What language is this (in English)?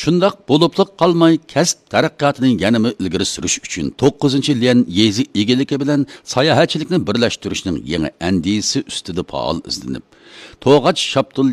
Uyghur